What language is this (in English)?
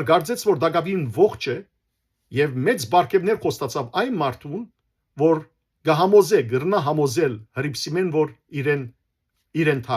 Western Armenian